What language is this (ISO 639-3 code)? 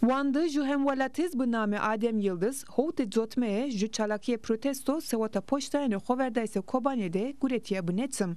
zza